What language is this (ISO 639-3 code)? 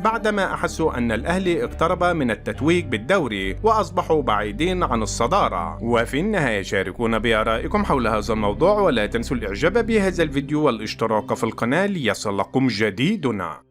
arz